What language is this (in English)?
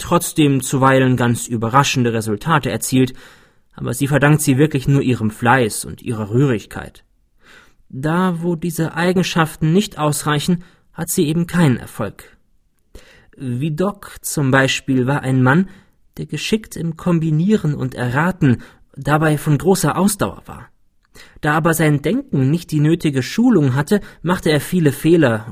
German